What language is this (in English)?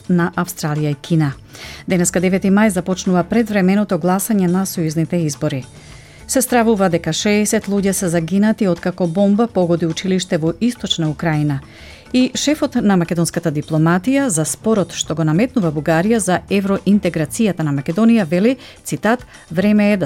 Macedonian